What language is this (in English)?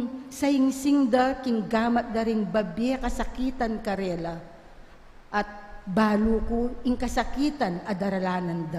Pampanga